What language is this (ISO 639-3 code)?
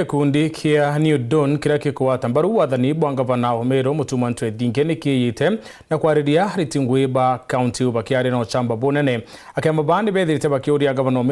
mer